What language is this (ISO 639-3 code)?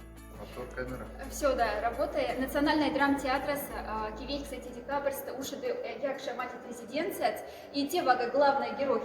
mdf